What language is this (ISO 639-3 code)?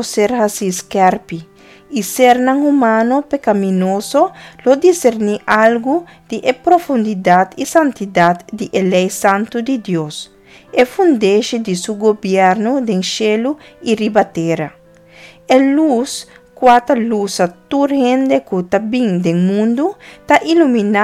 pap